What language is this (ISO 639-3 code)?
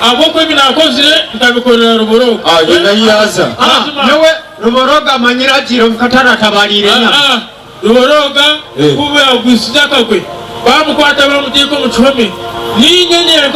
nyn